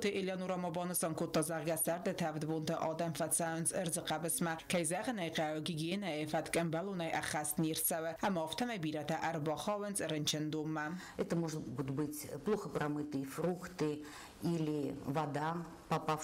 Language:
Ossetic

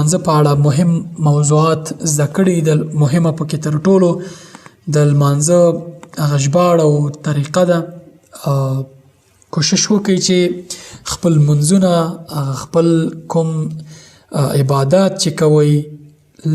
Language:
Pashto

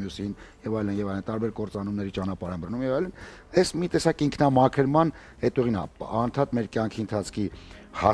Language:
Armenian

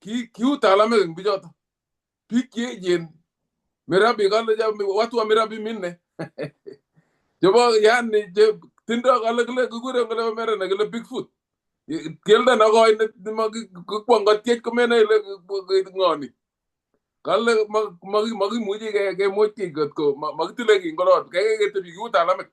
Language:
Kalenjin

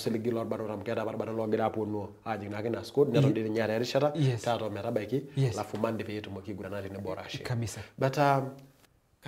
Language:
Masai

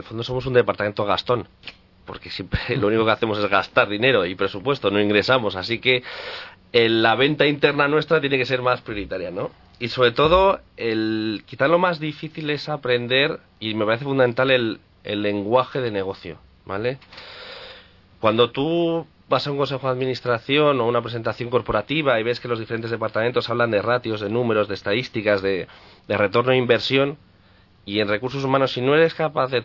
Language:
Spanish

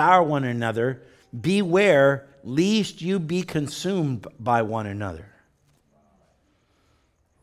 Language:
English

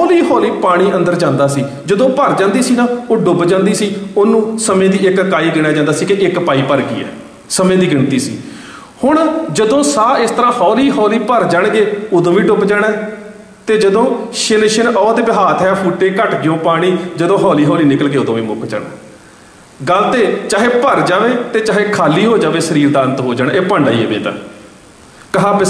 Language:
Punjabi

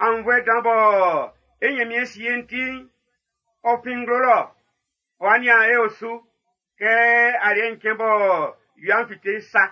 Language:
Baoulé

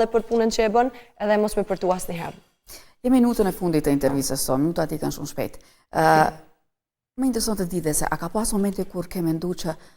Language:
Albanian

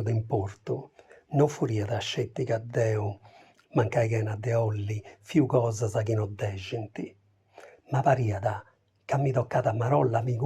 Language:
Sardinian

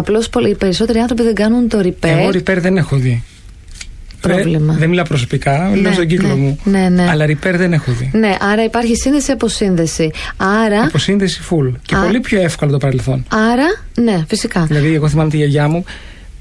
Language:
Greek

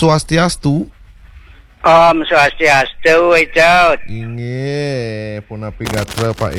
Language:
Balinese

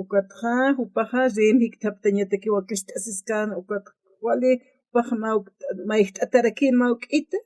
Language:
Aymara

